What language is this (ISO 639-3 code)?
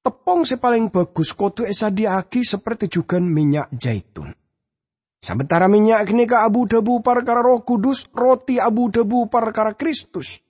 mad